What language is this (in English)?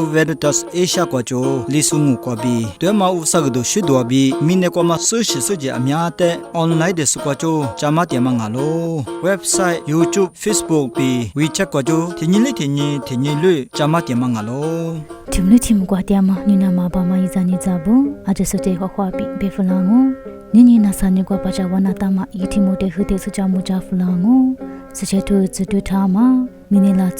Lisu